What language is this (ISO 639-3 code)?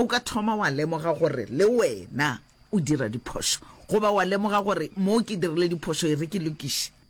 nso